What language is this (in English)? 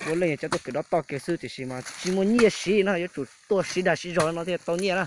Hmong